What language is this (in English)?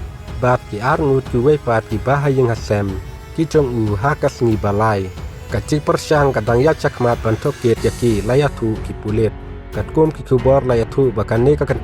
Khasi